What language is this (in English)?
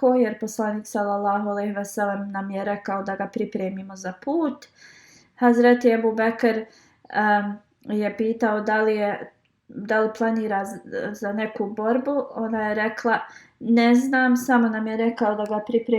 Bosnian